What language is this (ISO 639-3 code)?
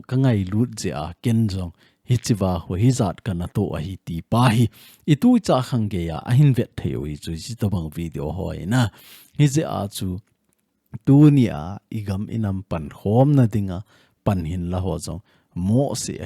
tcz